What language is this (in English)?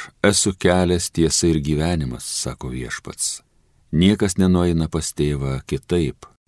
Lithuanian